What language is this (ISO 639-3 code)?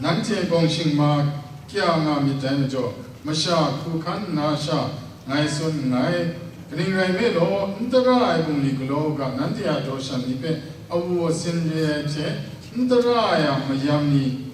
kac